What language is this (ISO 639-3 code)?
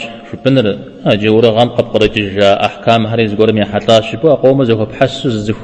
kbd